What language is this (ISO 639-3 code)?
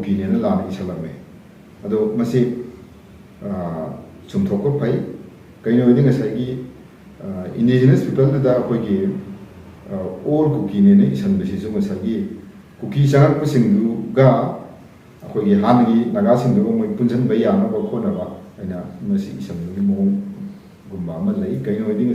mni